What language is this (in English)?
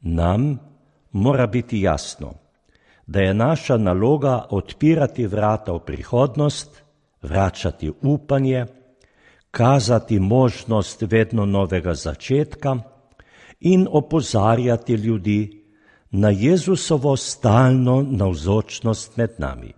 Slovenian